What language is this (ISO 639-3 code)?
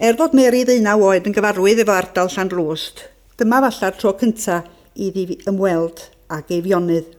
cym